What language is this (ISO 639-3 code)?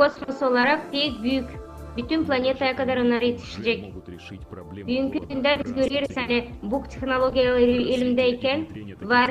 gag